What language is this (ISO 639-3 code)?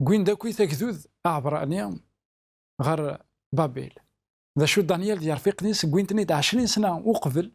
kab